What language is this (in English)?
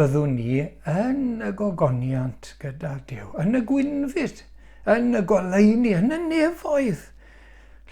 Welsh